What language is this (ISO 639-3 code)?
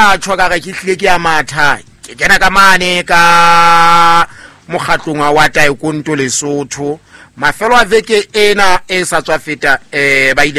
sot